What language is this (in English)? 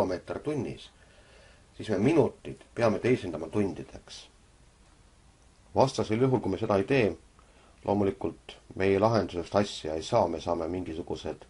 Estonian